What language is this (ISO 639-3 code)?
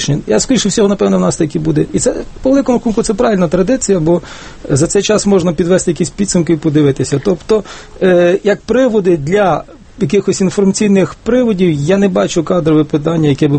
ukr